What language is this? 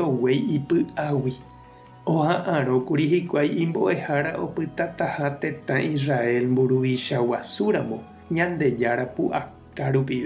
Guarani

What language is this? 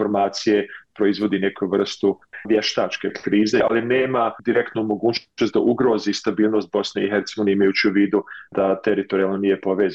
Bosnian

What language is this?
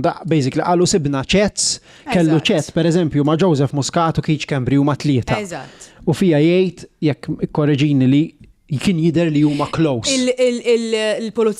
Maltese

